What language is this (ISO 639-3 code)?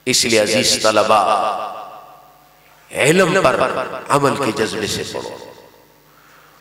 urd